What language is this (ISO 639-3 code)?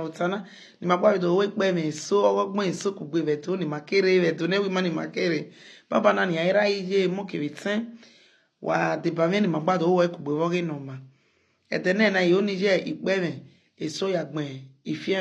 bin